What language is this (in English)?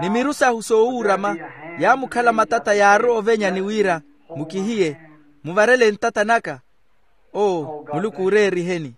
Makhuwa